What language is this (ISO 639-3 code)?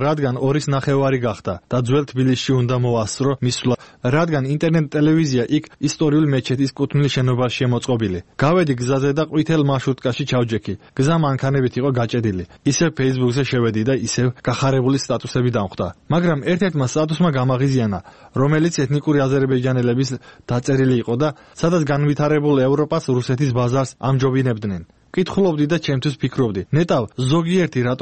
kat